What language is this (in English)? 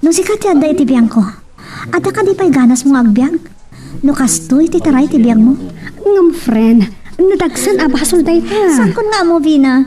Iloko